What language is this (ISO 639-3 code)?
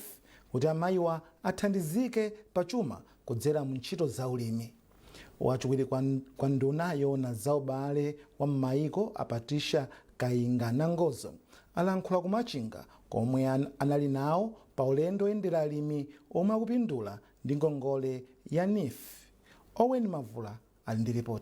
nya